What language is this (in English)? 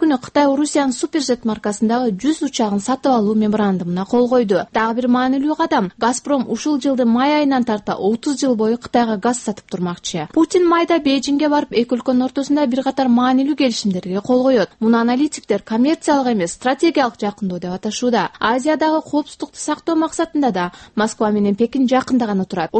Kyrgyz